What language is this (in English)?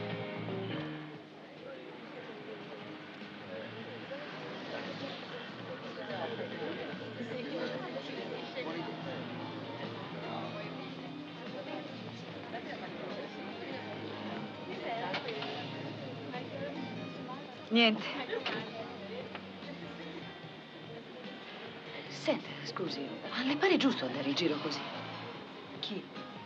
Italian